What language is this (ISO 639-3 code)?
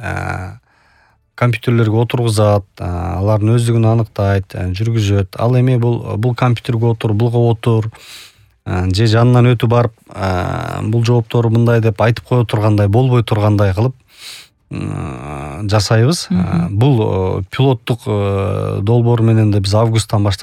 kir